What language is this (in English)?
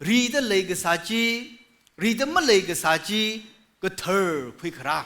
Tangkhul Naga (India)